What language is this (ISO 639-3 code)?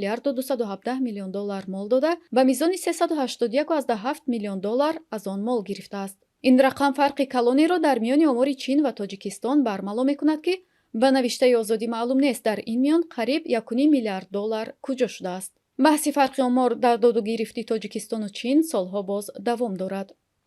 tgk